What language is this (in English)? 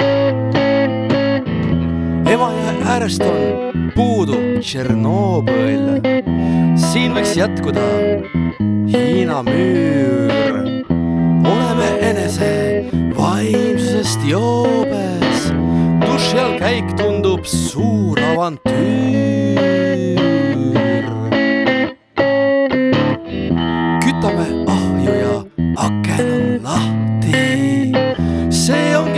Estonian